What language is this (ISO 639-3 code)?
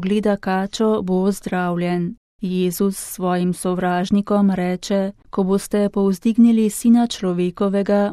slv